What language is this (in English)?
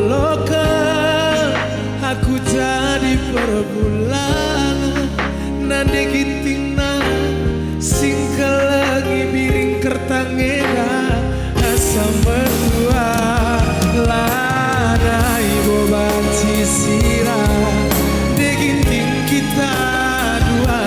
Batak Karo